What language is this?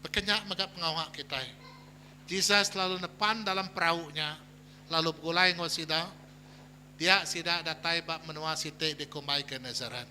Iban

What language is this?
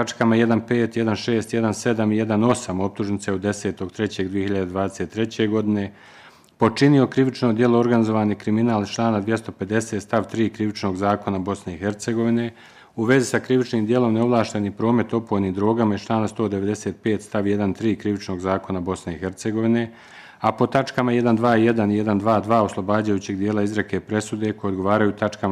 Bosnian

